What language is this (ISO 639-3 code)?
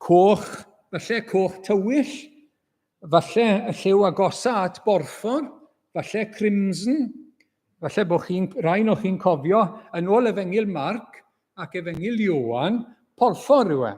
cym